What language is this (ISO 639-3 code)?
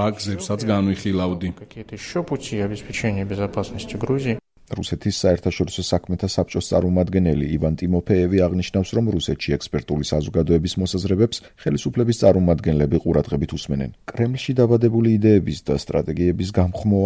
kat